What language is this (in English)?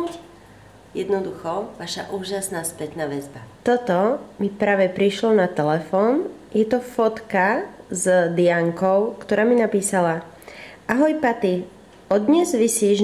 Slovak